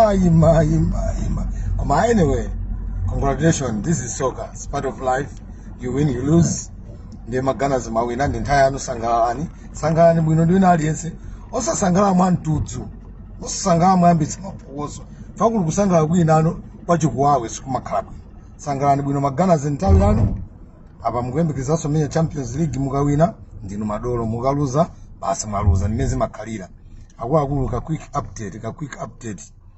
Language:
Nyanja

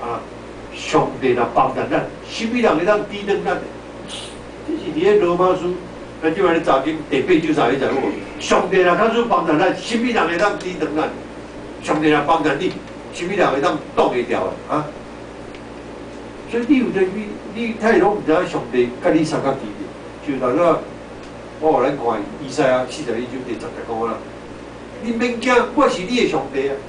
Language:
Min Nan Chinese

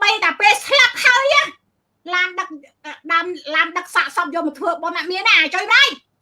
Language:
Khmer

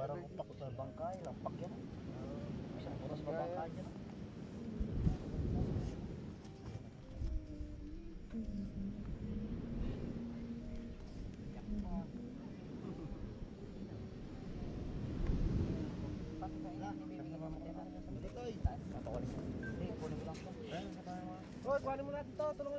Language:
Filipino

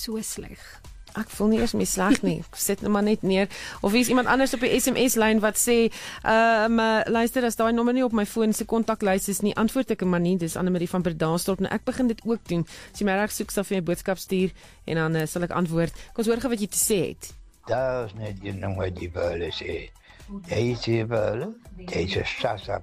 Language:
Afrikaans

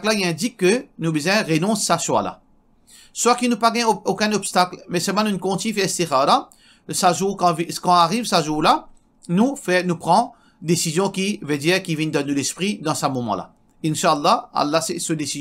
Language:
Morisyen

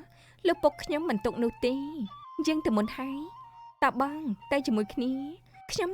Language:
Khmer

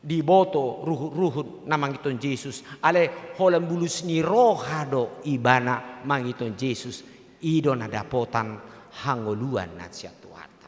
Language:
Batak Toba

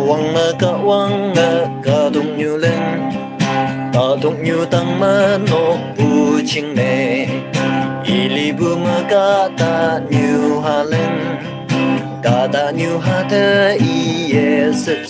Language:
Naga Pidgin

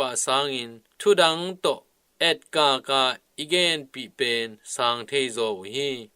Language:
Tedim Chin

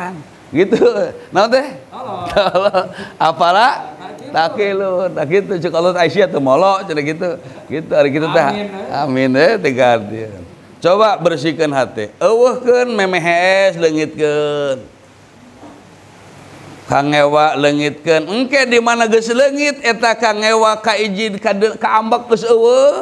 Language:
Sundanese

